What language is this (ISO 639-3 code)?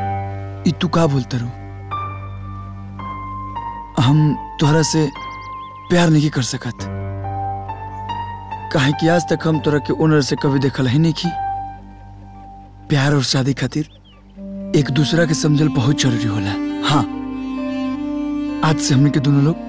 bho